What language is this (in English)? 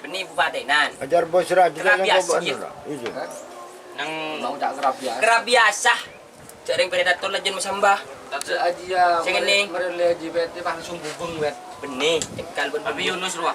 Madurese